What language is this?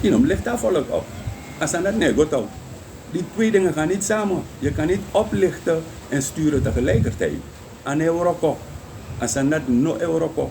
Sranan Tongo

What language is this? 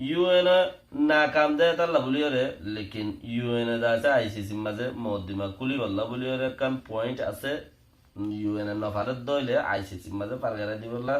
Rohingya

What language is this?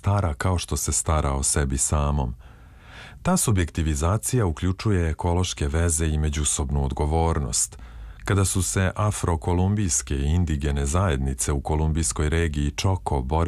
Serbian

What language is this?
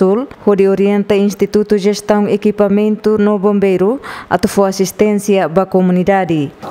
Tetum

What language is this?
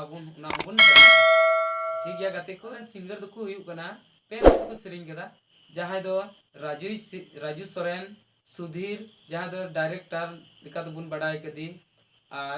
Santali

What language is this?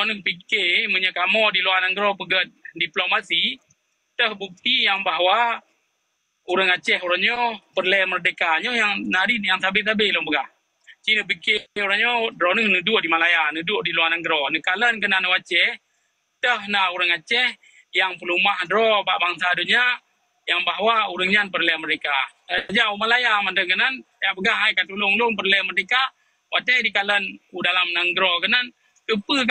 Achinese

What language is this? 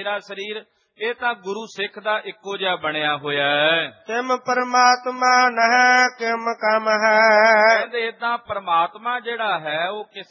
Punjabi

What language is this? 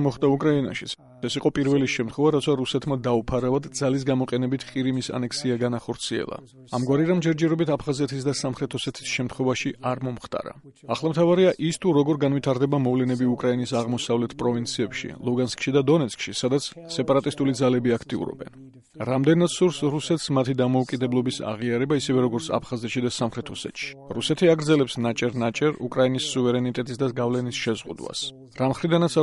Georgian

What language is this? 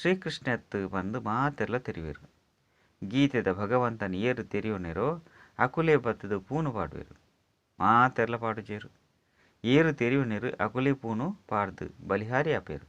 Tulu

